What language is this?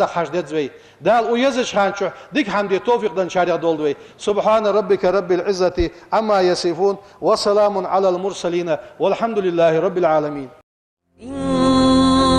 Ingush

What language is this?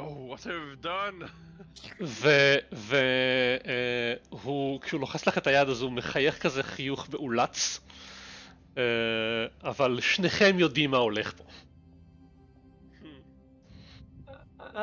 Hebrew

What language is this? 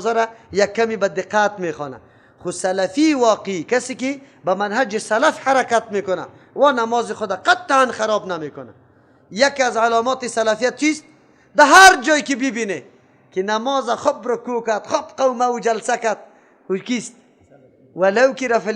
Persian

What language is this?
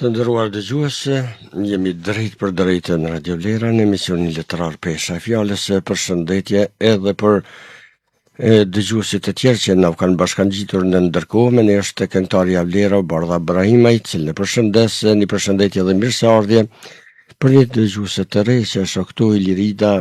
Albanian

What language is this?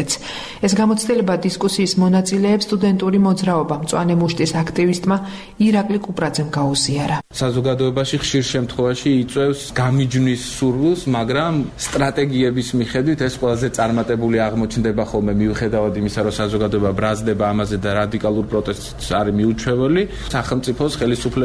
Georgian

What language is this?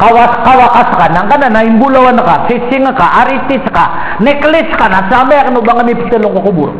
Maranao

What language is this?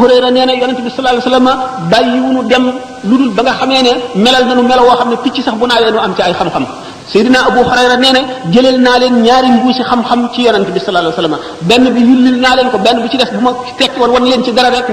Wolof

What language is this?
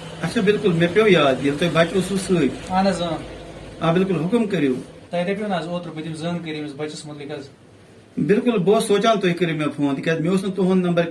Kashmiri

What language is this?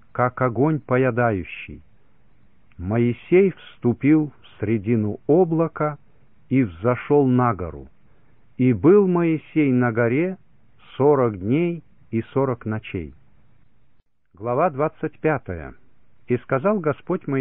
Russian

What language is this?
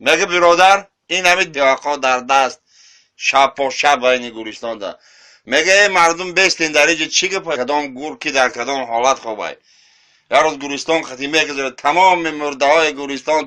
Tajik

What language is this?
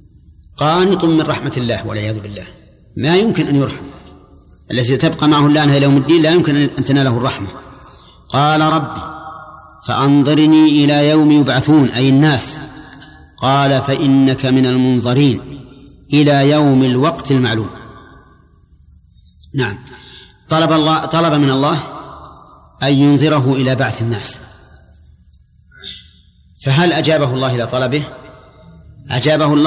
Arabic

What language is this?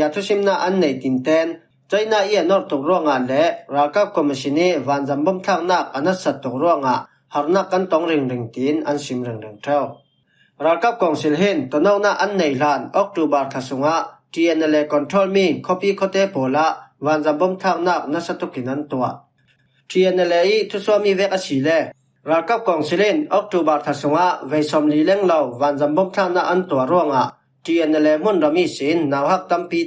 Falam Chin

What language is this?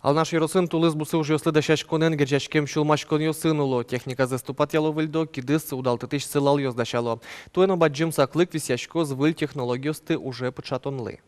Udmurt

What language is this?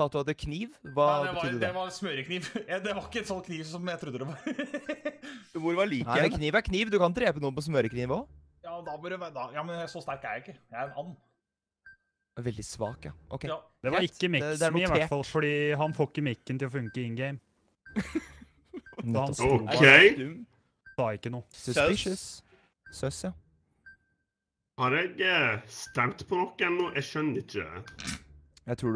Norwegian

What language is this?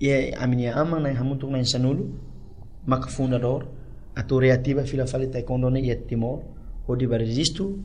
Tetum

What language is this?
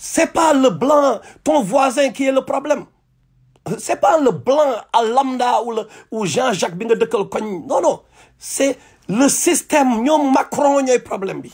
Wolof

